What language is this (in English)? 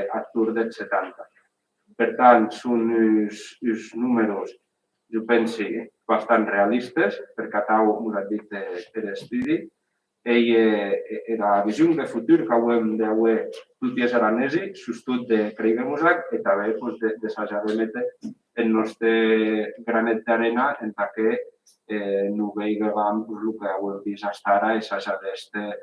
Occitan